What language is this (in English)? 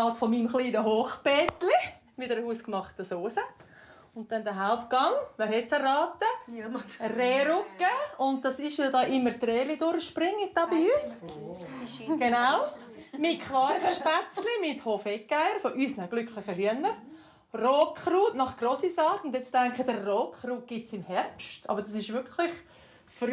Swiss German